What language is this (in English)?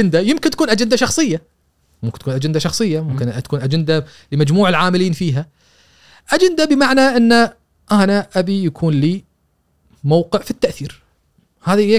Gulf Arabic